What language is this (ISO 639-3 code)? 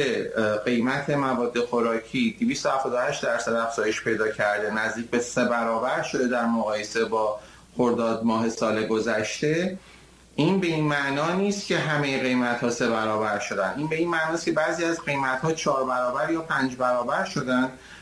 fas